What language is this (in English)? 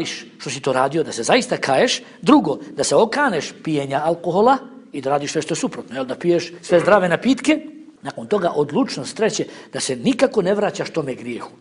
Bosnian